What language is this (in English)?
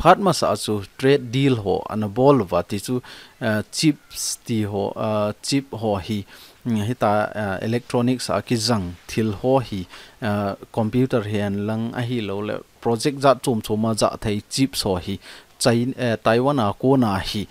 Thado Chin